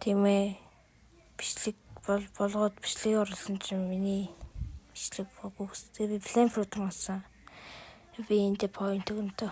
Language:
Mongolian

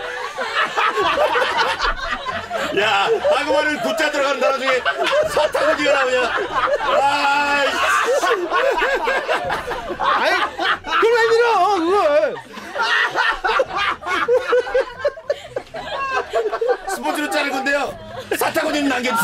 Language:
Korean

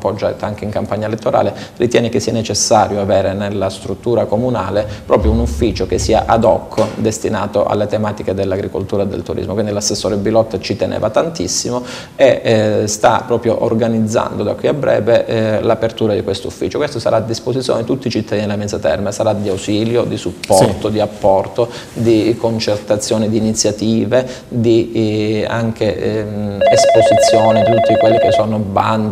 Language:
Italian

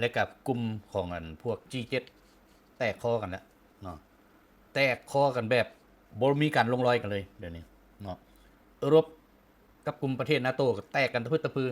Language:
Lao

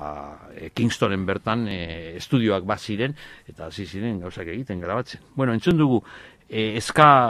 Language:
Basque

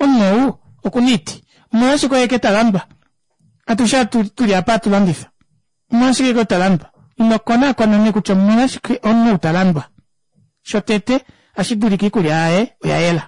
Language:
Kuanyama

